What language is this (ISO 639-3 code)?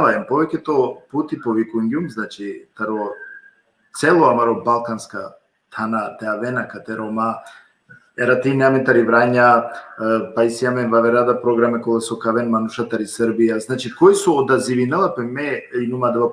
rmn